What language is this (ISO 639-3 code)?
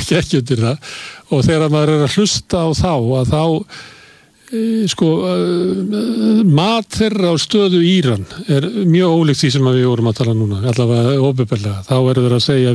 isl